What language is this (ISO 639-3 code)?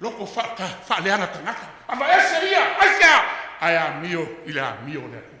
smo